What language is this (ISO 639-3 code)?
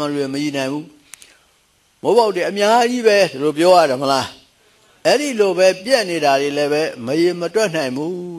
mya